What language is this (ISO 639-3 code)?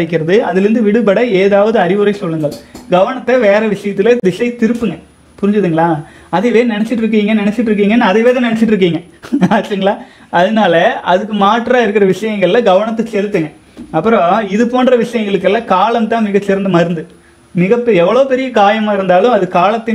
tam